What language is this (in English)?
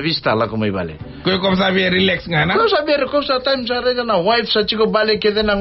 Fijian